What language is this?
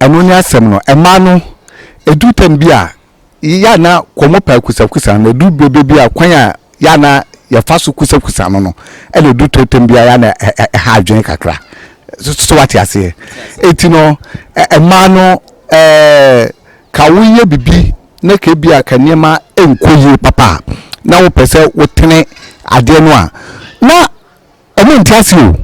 Akan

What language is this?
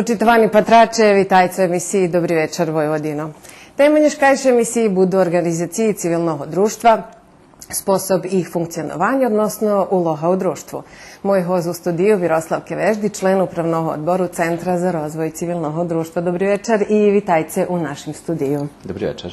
Rusyn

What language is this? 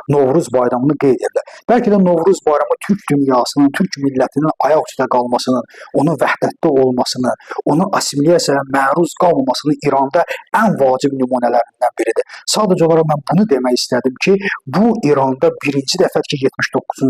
Azerbaijani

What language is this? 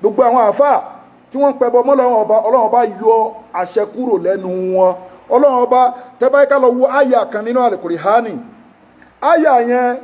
Yoruba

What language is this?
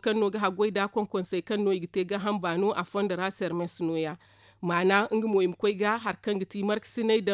Zarma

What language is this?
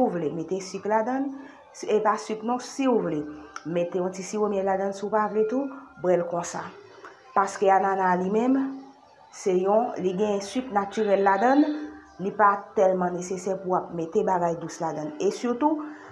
Haitian Creole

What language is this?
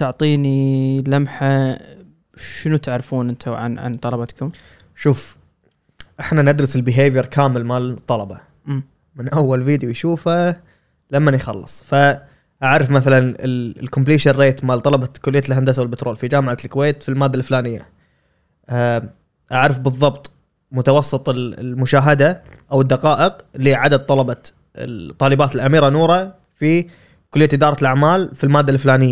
Gulf Arabic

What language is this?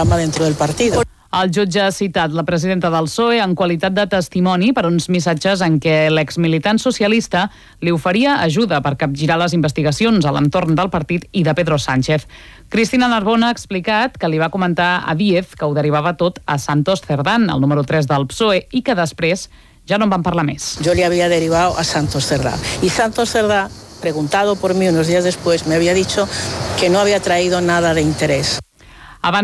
Catalan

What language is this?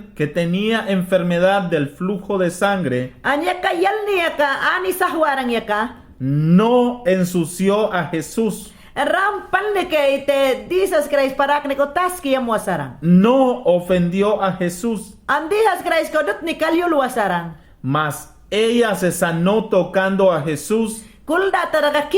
Mayangna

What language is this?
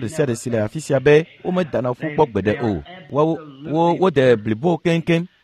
Ewe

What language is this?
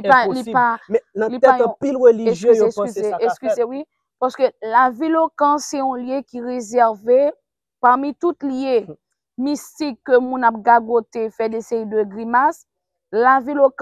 Haitian Creole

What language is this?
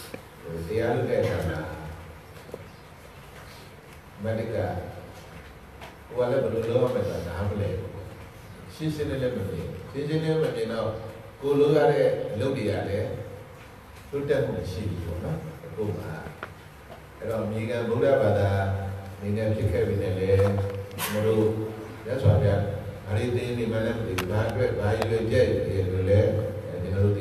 Burmese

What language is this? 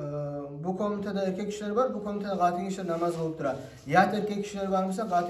Kumyk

